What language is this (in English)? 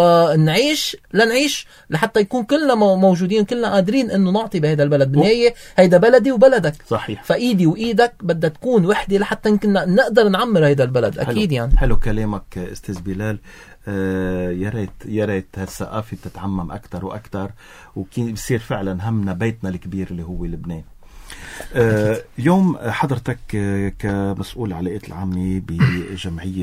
North Levantine Arabic